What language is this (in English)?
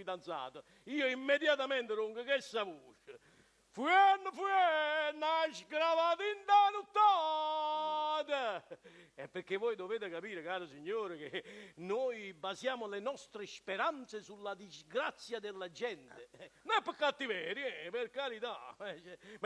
Neapolitan